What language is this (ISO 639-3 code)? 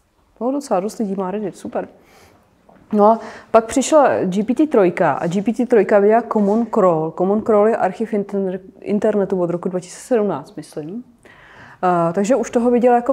ces